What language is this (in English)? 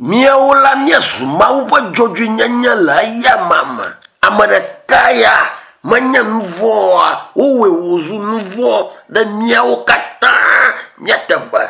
Ewe